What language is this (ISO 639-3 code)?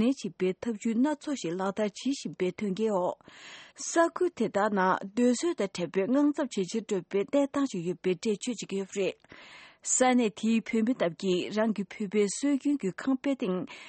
bod